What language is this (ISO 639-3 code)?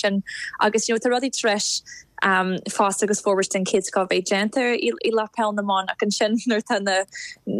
gle